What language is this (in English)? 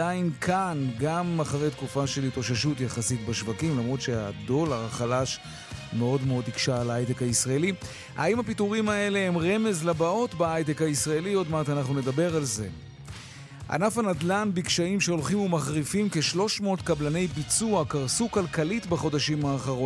Hebrew